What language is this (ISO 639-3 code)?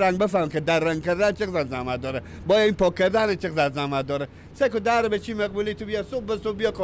fas